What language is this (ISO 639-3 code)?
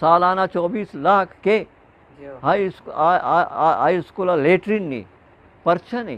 bgp